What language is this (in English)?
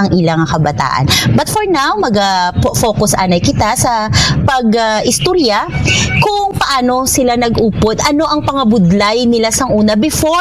Hiligaynon